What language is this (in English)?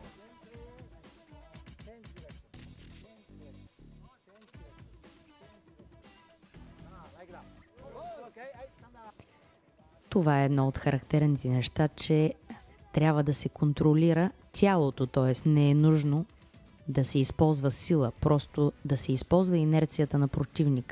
Bulgarian